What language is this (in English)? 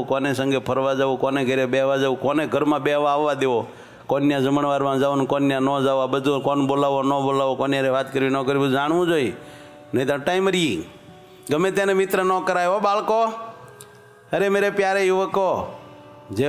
Gujarati